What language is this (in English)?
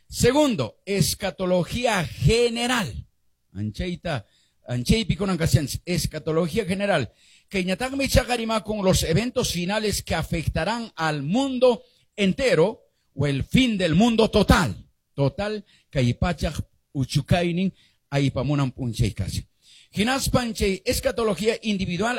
Quechua